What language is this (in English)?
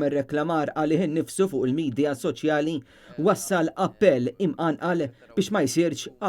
Maltese